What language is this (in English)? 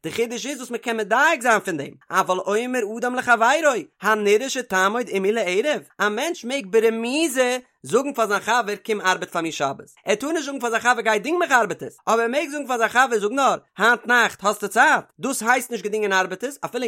Yiddish